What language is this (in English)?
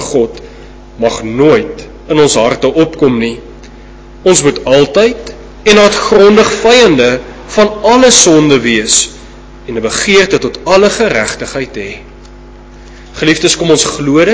Afrikaans